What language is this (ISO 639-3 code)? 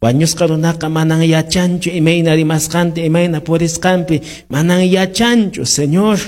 que